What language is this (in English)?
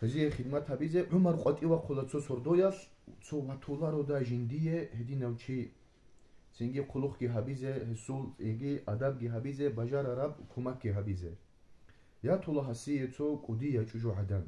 Avaric